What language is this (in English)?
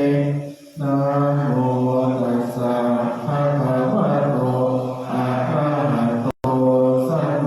Pali